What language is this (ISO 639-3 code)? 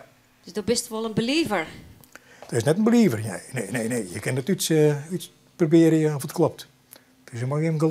fry